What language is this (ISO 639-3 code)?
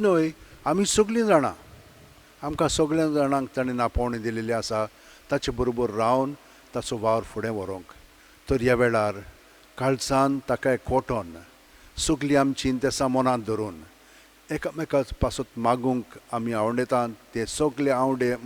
kok